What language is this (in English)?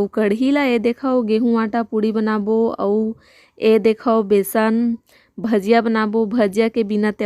Chhattisgarhi